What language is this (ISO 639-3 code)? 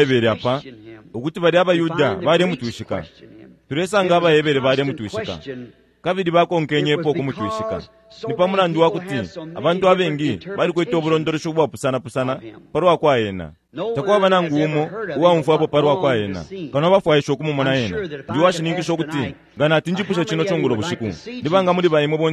bem